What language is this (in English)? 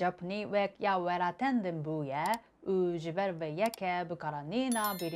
Kurdish